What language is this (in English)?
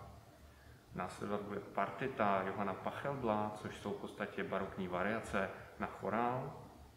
Czech